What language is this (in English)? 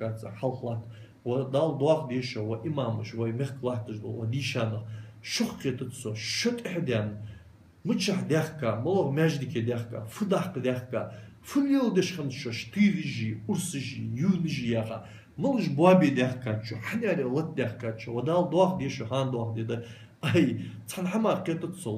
Ingush